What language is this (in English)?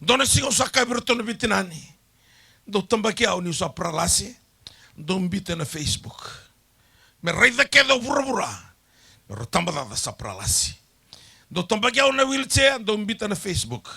Fijian